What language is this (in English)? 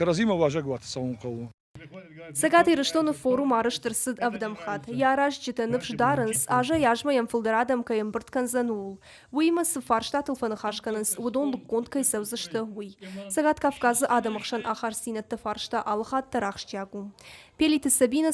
Ossetic